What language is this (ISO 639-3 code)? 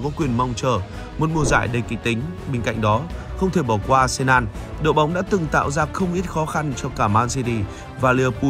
vie